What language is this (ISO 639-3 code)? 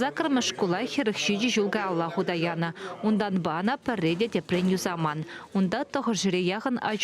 chv